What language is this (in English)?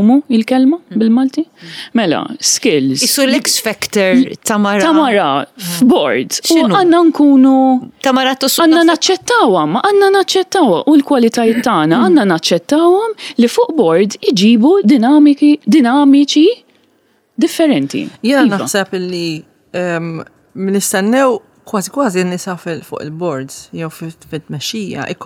Maltese